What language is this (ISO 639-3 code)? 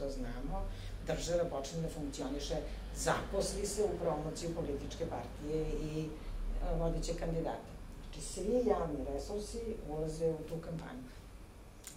srp